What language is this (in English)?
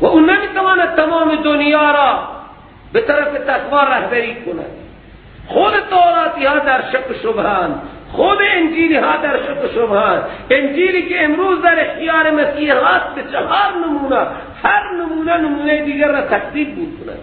Persian